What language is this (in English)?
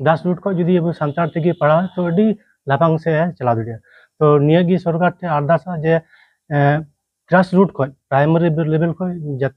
Santali